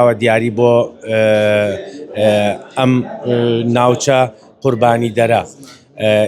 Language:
Central Kurdish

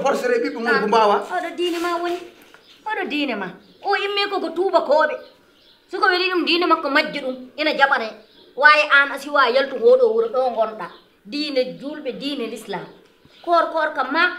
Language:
Fula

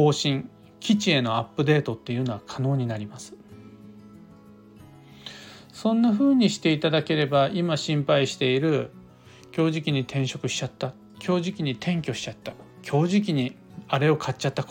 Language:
Japanese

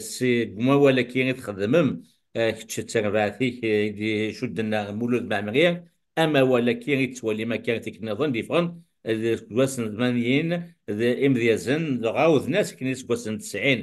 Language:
Kabyle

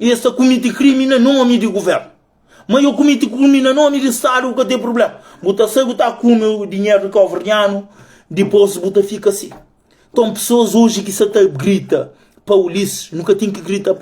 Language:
Kabuverdianu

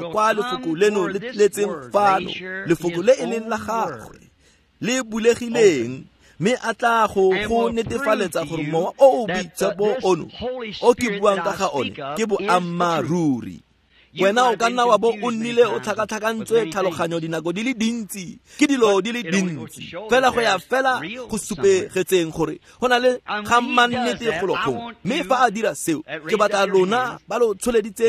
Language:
Tswana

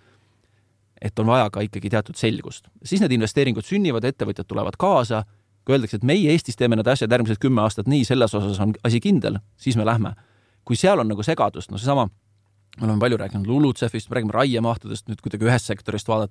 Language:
Estonian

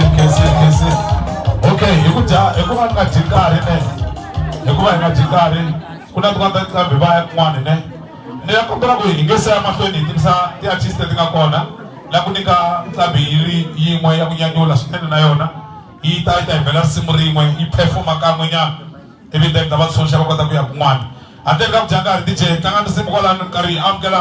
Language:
Tsonga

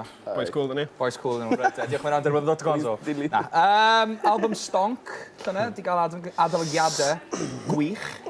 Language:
Welsh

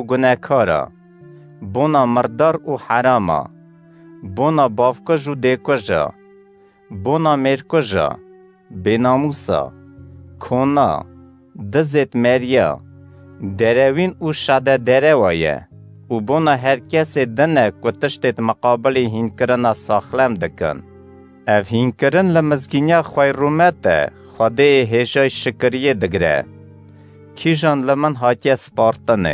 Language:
Kurdish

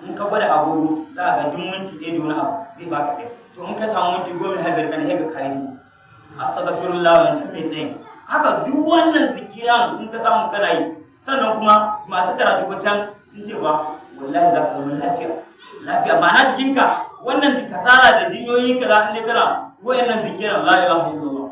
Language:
Hausa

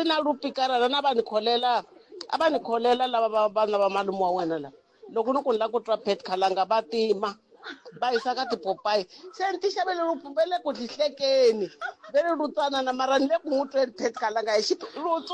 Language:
Tsonga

